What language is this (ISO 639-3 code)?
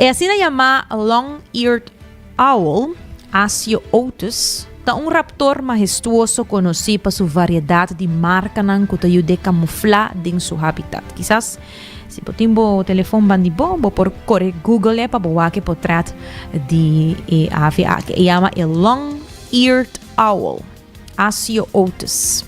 pap